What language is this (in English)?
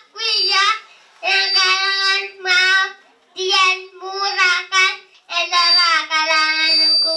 Pohnpeian